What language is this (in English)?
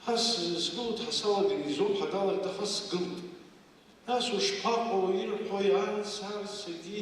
Abkhazian